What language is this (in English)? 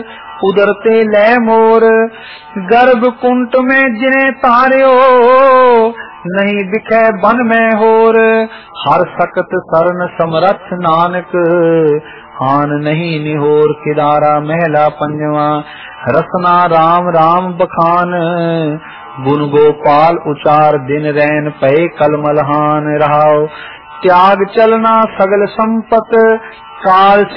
Punjabi